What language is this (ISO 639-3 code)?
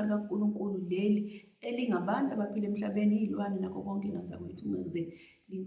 zul